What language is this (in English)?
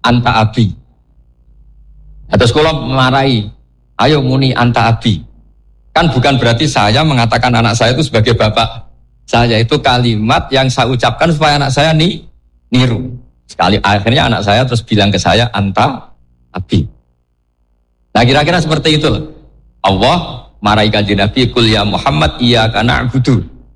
Indonesian